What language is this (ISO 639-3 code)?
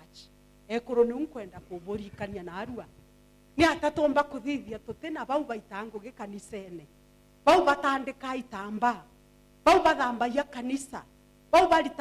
mer